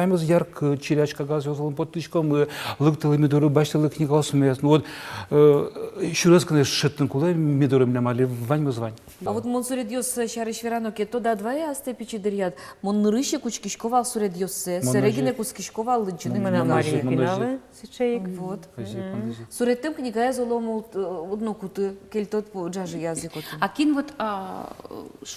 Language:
Udmurt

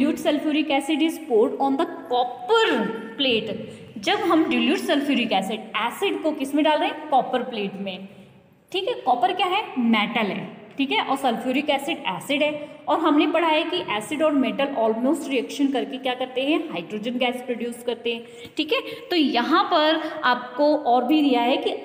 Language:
Hindi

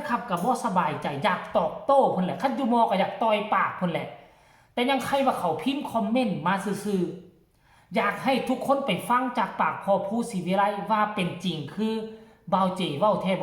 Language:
Northeastern Thai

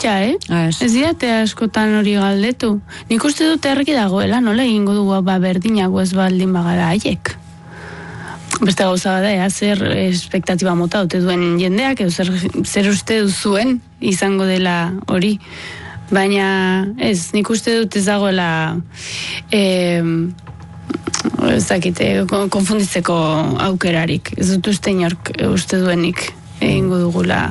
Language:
Basque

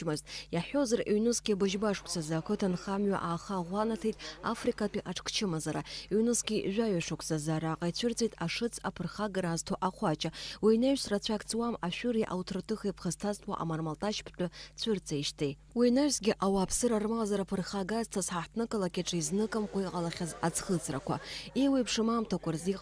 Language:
Abkhazian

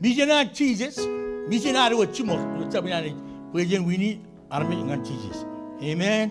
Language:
Marshallese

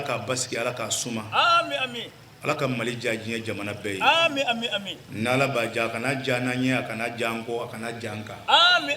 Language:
Bambara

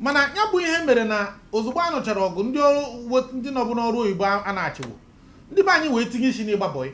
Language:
Igbo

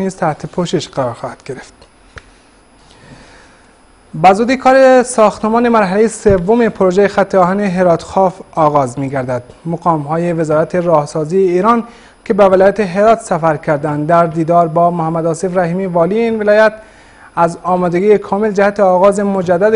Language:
Persian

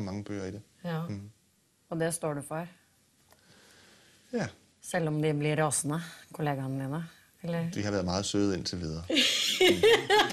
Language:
Danish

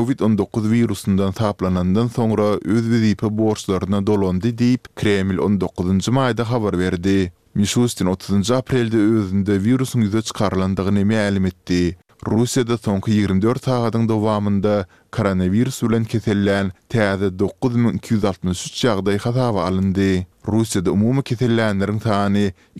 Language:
Turkmen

